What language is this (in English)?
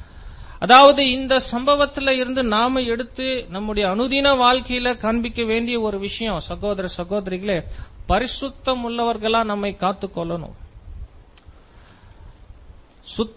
Tamil